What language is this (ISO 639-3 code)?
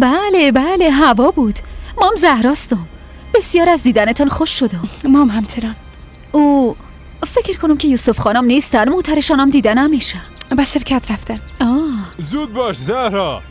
fas